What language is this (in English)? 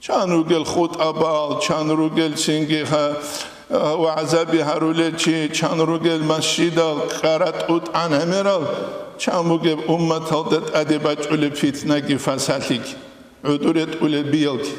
Avaric